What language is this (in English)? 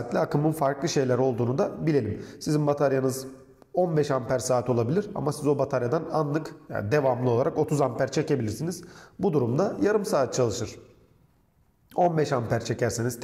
Turkish